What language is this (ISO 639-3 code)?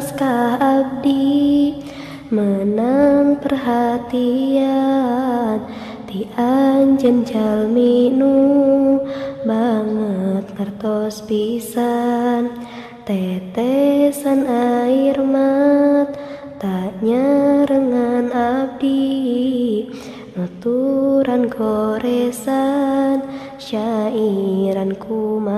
sun